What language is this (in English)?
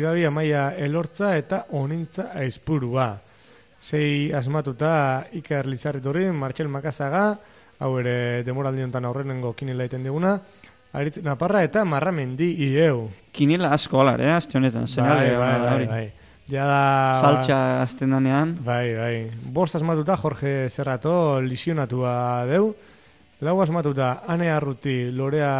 Basque